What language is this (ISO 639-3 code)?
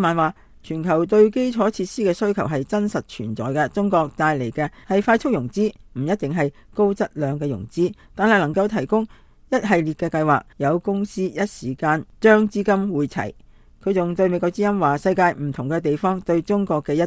yue